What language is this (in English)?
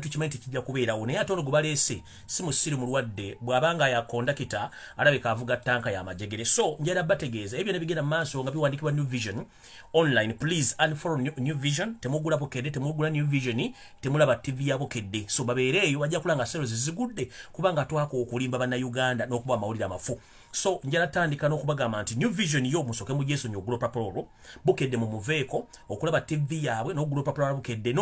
Ganda